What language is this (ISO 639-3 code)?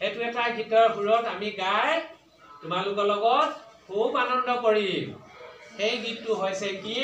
asm